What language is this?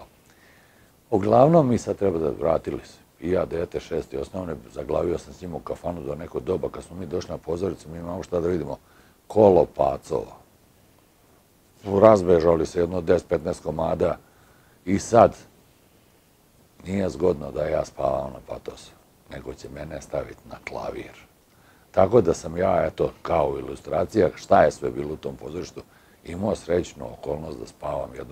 Serbian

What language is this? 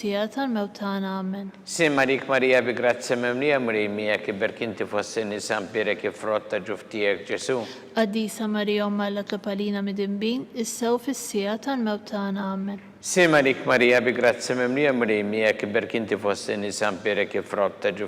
Maltese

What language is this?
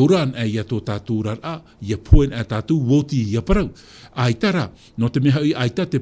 Tahitian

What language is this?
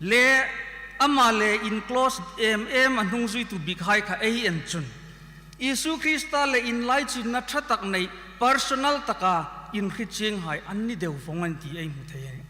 Hmar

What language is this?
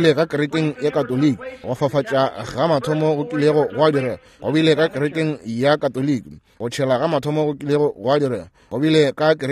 Northern Sotho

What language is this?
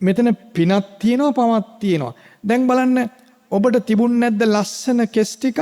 Sinhala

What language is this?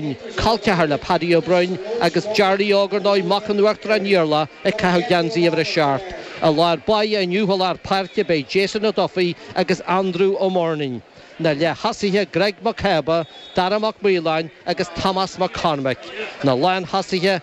Irish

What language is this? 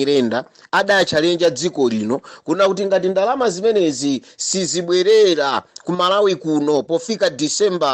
Nyanja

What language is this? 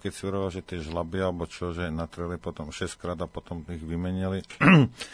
Slovak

